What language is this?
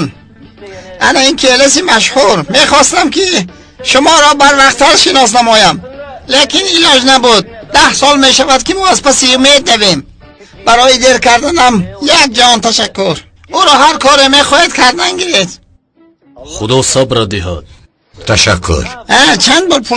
Tajik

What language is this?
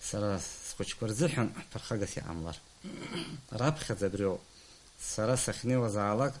Abkhazian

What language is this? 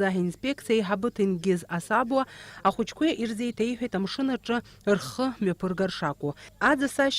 Abkhazian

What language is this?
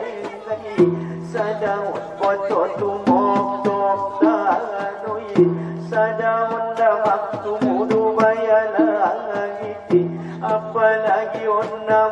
Batak Angkola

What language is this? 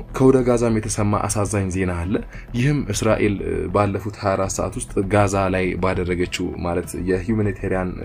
Amharic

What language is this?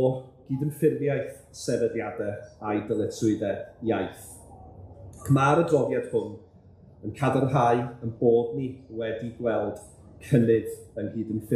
Welsh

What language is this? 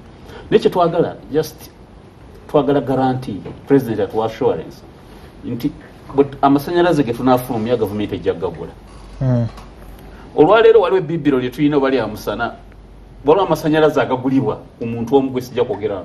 Ganda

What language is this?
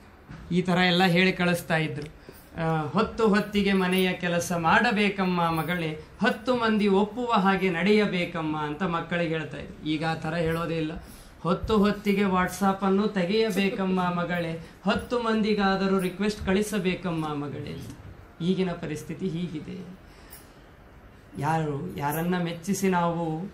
Kannada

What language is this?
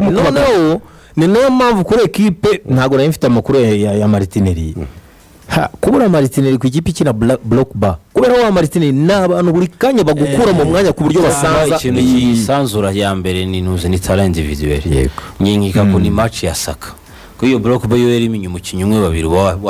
Kinyarwanda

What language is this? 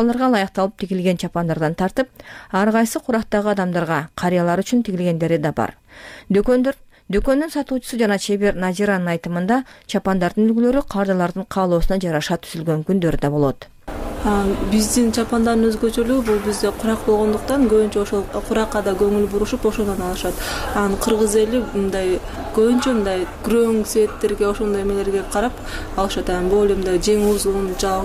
Kyrgyz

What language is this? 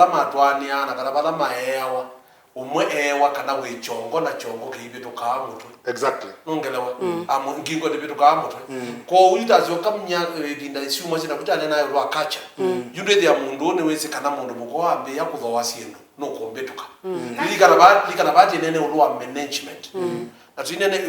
Kamba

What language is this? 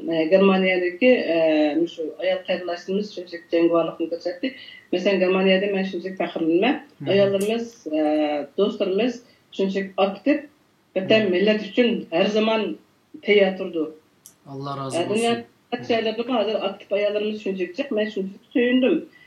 Uyghur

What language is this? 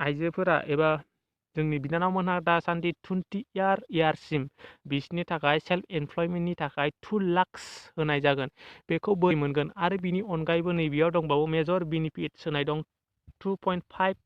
Bodo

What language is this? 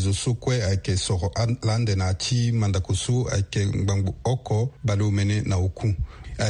Sango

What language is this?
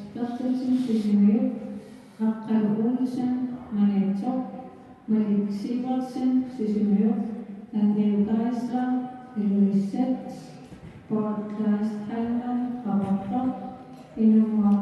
Kalaallisut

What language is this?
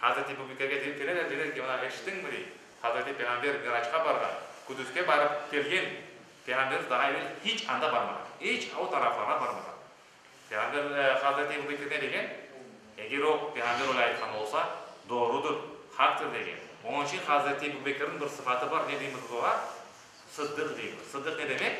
Crimean Tatar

